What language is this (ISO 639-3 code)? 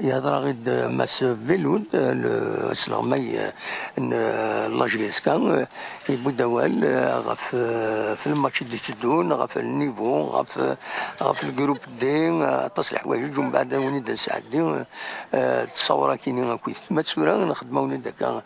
kab